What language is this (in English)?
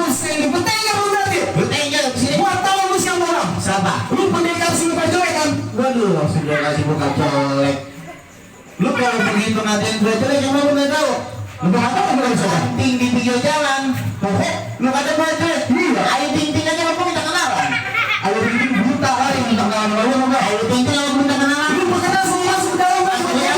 Betawi